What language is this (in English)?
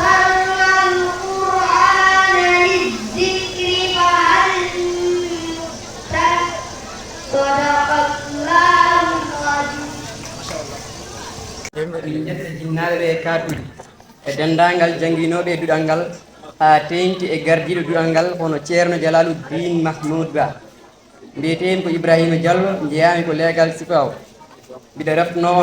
Fula